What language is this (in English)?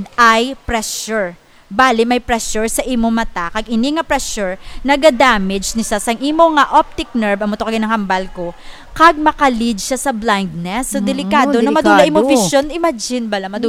Hiligaynon